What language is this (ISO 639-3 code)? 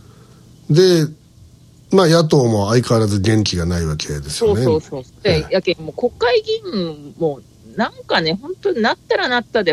jpn